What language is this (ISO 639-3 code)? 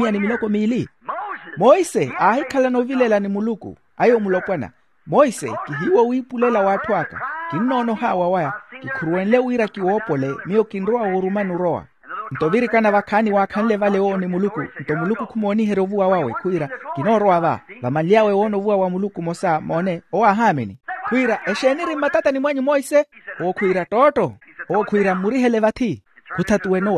vmw